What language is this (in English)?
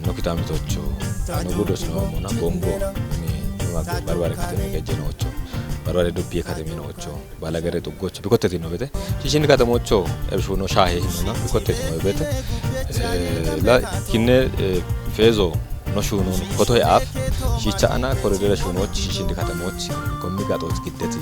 Kafa